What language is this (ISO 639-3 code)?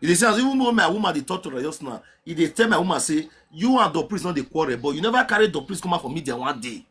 pcm